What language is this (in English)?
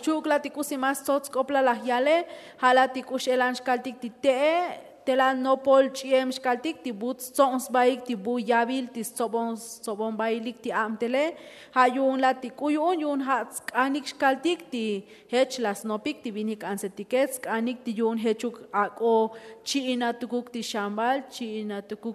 Tzotzil